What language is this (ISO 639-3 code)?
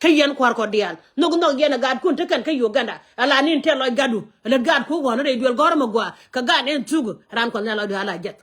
nus